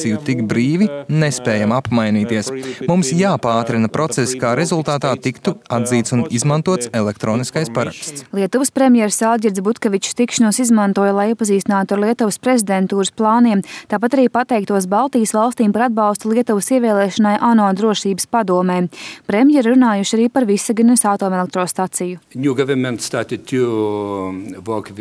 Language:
Latvian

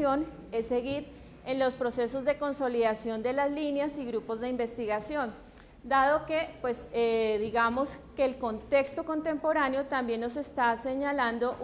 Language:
Spanish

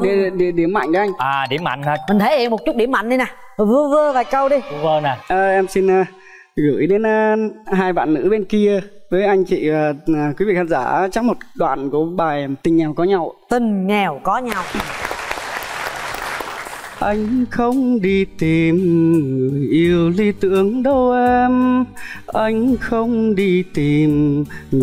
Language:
Vietnamese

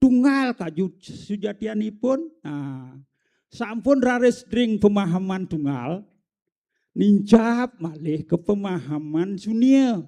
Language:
Balinese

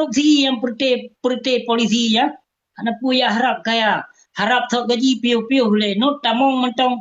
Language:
Achinese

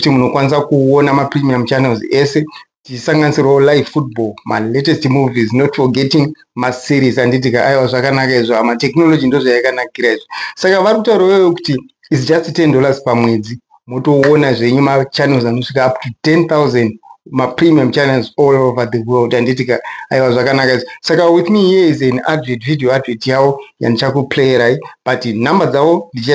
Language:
Shona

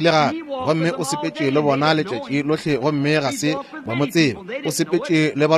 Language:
Northern Sotho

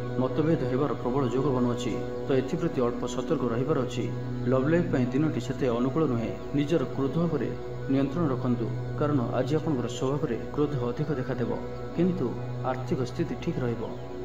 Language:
Odia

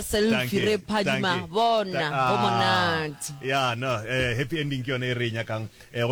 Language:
Northern Sotho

